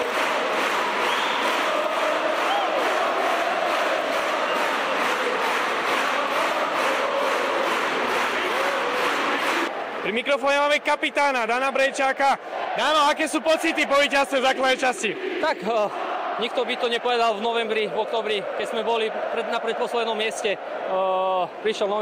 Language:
Slovak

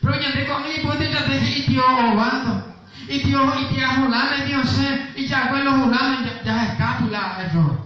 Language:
Guarani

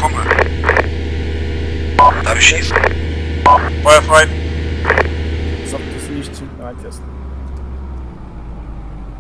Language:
German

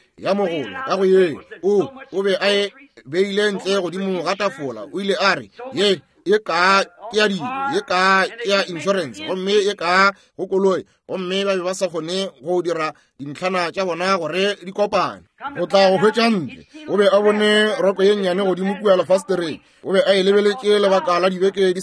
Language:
Northern Sotho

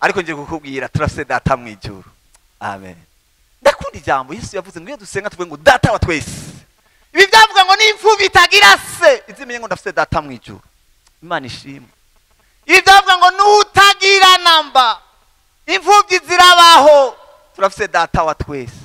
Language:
Rundi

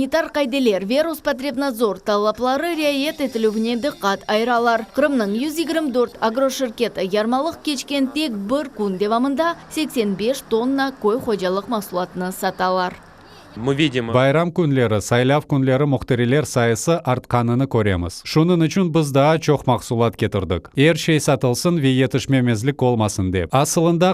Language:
Crimean Tatar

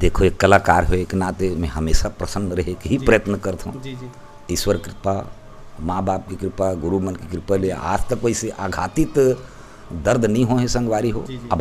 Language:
Chhattisgarhi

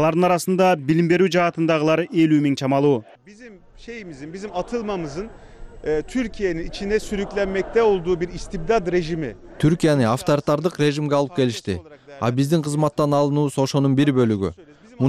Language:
Kyrgyz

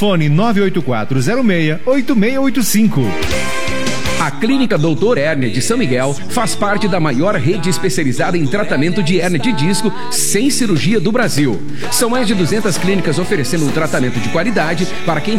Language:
Portuguese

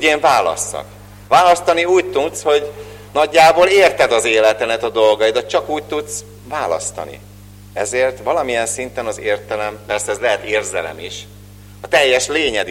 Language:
Hungarian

